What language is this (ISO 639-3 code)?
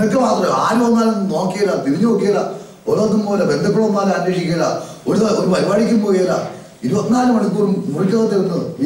mal